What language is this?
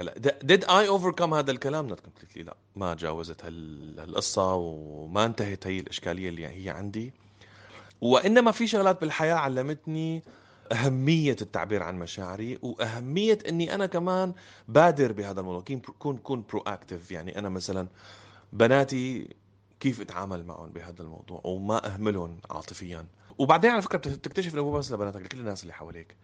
North Levantine Arabic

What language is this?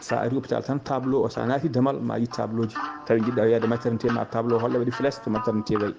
Fula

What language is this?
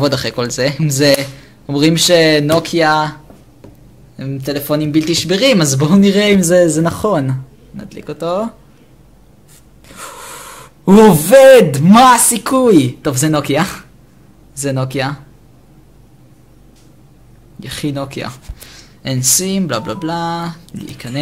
Hebrew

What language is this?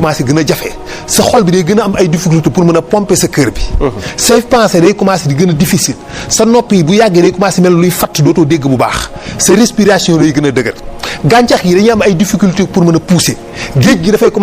Wolof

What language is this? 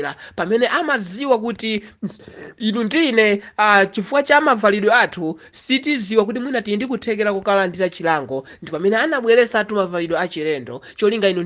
Nyanja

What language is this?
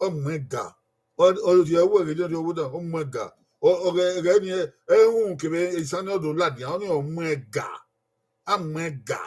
Bini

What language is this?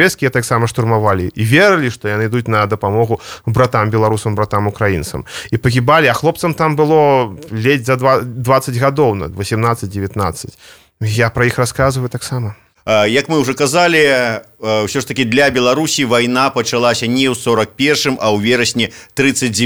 Belarusian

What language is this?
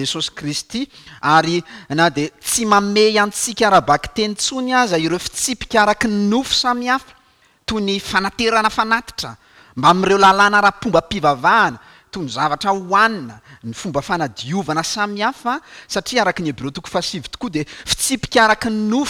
Malagasy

